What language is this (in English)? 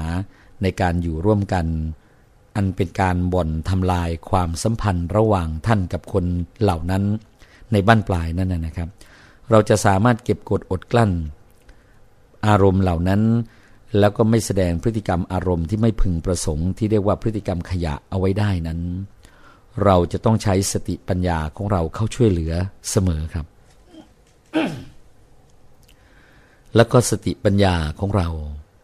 Thai